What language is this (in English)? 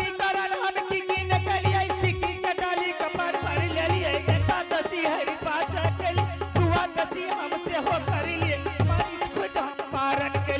Angika